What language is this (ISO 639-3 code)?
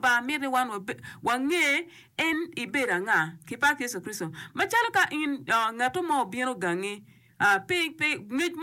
ach